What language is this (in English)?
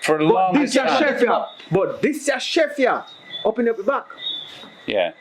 Jamaican Creole English